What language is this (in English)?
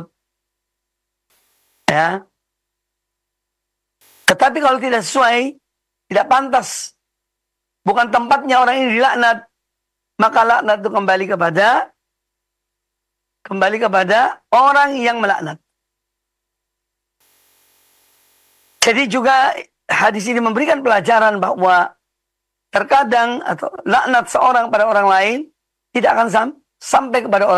Indonesian